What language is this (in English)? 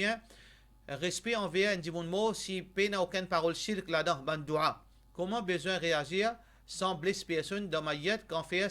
Morisyen